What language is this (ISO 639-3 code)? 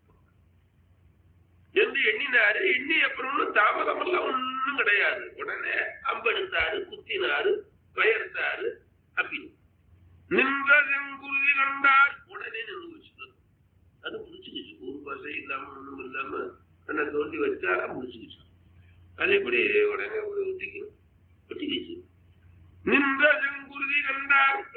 tam